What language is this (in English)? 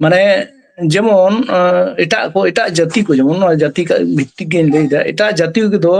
Santali